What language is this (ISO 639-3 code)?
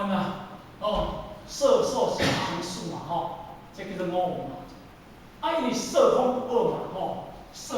nan